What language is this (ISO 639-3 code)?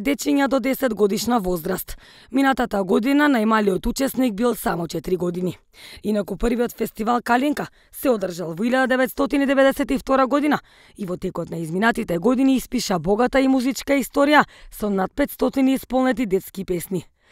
mkd